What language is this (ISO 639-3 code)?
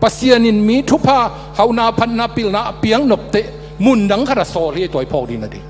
ctd